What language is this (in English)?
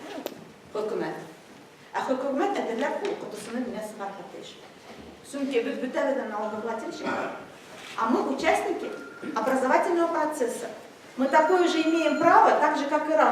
Bashkir